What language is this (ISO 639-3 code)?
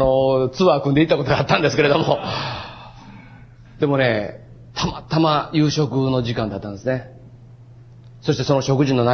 jpn